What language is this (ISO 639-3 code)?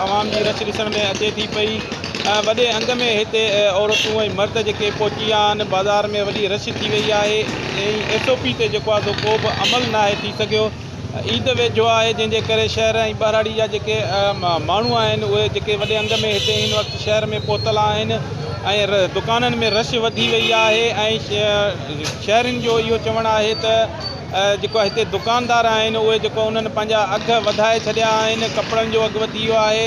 snd